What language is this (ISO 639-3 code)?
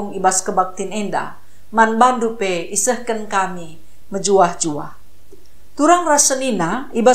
btx